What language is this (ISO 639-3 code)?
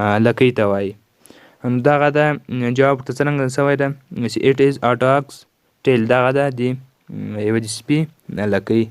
pus